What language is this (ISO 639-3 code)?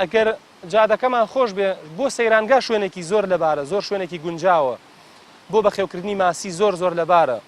ckb